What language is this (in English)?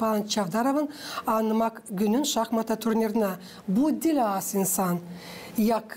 Gagauz